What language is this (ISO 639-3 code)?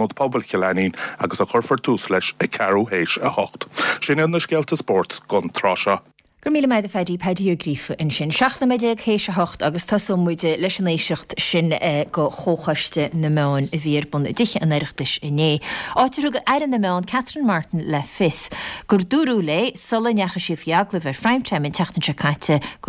gle